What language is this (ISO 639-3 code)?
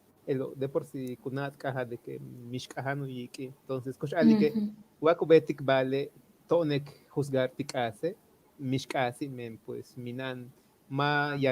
yua